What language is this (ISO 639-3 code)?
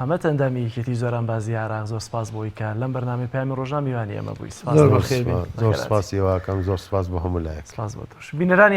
ckb